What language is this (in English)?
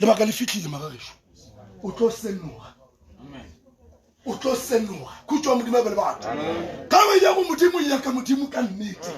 Northern Sotho